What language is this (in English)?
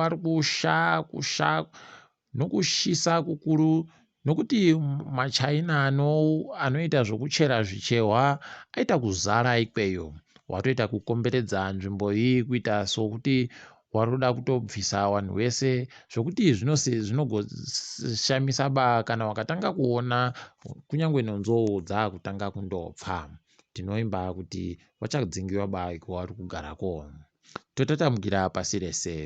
Ndau